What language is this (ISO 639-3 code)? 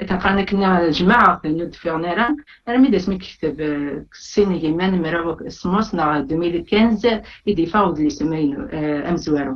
kab